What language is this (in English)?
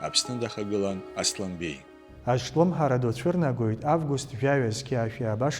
Abkhazian